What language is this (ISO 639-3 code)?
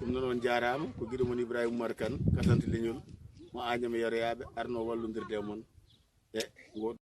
ful